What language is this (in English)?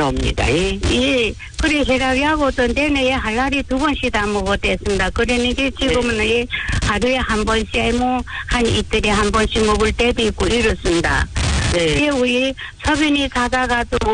Korean